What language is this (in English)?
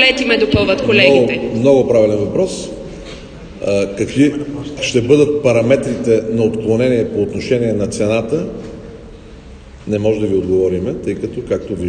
Bulgarian